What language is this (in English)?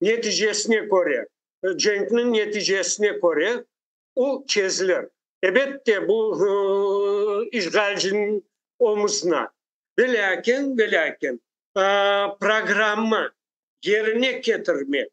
Crimean Tatar